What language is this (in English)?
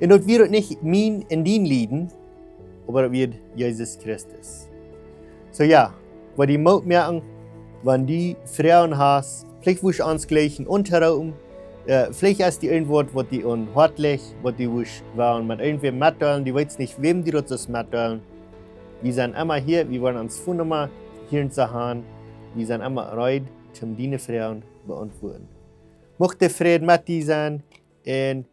Plautdietsch